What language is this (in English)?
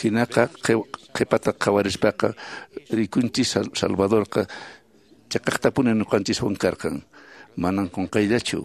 Quechua